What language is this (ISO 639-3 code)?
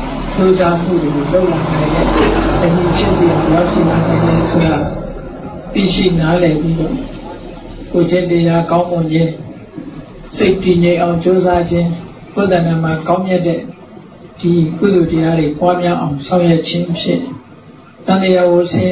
mya